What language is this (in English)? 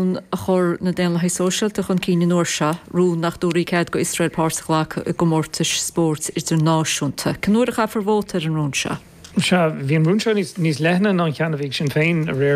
Irish